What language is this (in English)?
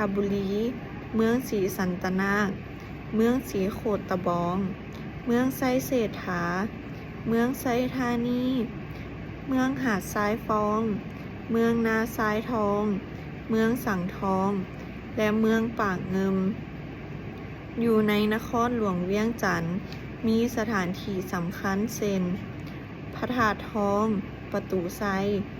Lao